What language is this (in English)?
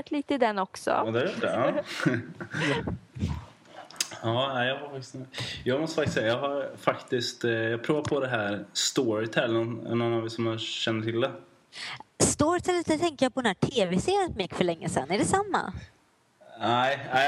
Swedish